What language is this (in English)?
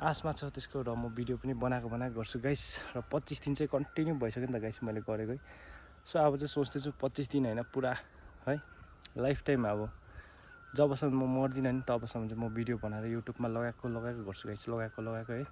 Nepali